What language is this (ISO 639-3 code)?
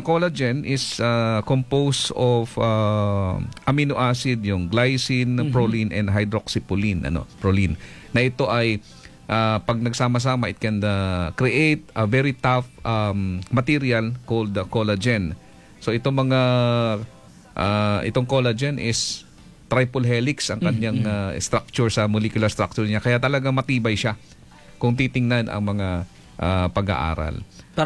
fil